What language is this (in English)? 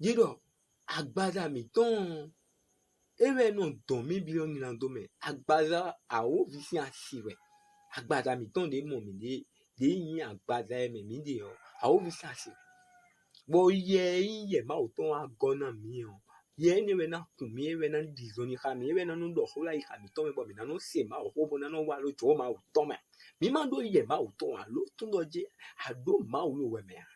Fon